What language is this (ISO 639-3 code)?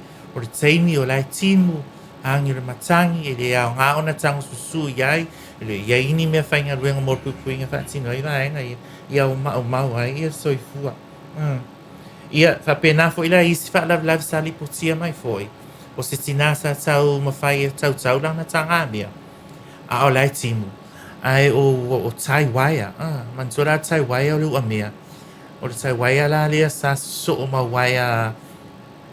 smo